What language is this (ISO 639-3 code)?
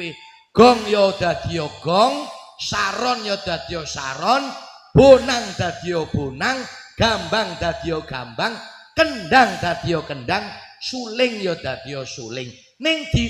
jav